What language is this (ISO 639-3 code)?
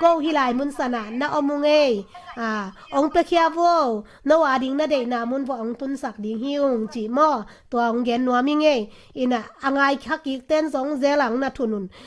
ctd